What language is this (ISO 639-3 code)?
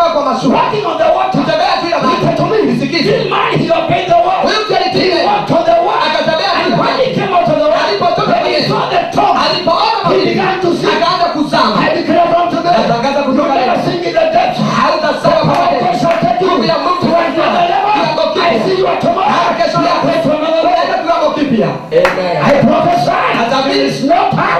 swa